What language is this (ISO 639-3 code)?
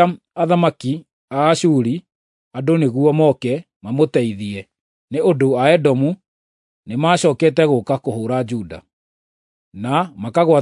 kik